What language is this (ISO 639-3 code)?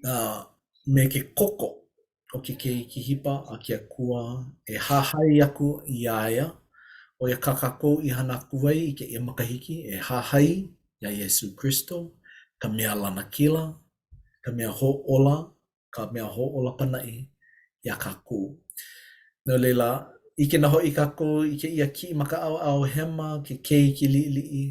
haw